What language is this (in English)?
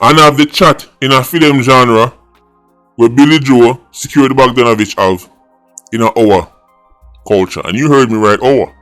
Jamaican Creole English